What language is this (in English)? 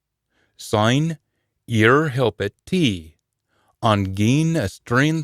Scots